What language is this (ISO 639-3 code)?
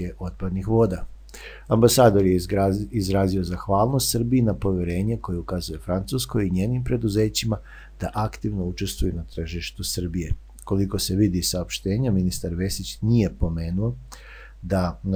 srp